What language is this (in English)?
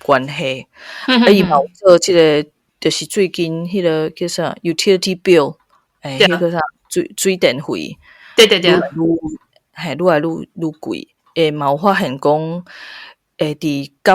Min Nan Chinese